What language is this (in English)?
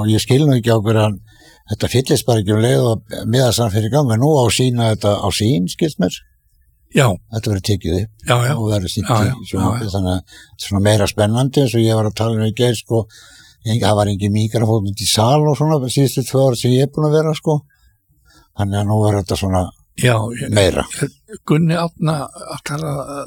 Icelandic